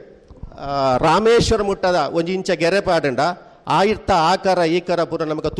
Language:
Tulu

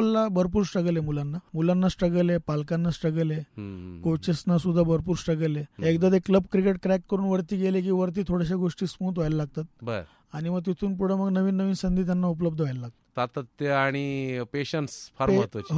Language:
Marathi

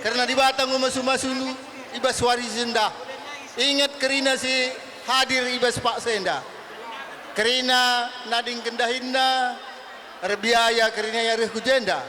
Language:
Batak Karo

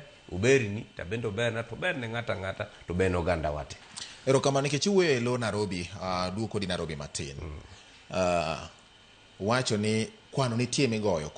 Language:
Luo (Kenya and Tanzania)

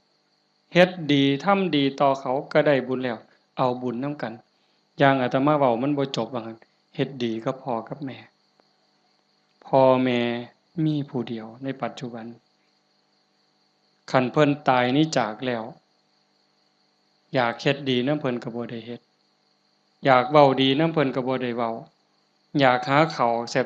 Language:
Lao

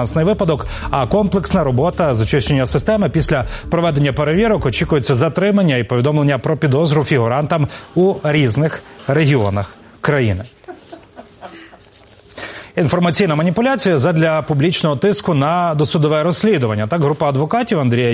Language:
Ukrainian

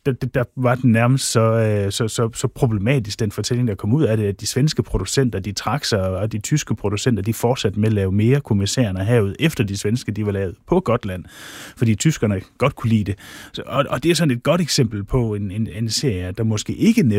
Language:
Danish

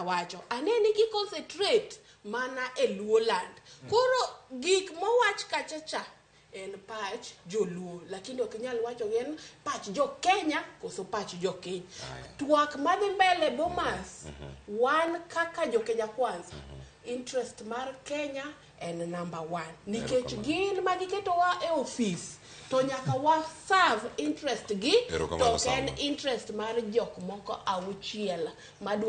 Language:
Luo (Kenya and Tanzania)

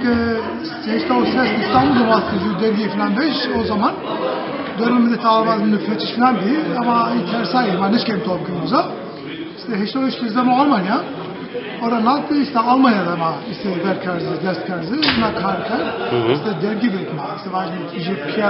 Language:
Zaza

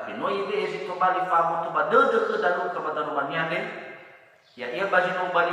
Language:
Nias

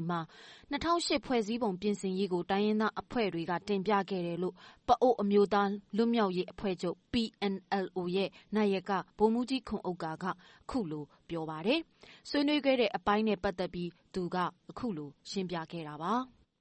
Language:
Burmese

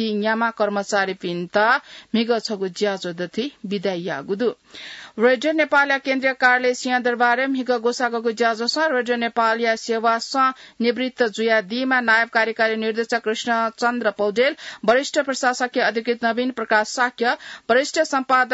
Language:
Newari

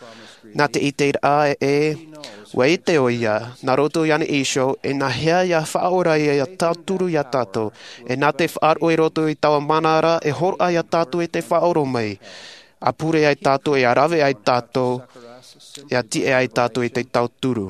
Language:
Tahitian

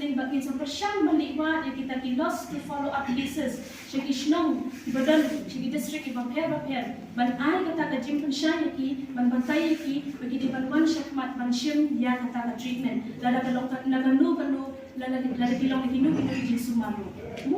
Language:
Khasi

